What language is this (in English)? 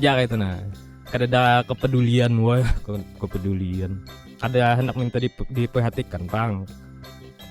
Banjar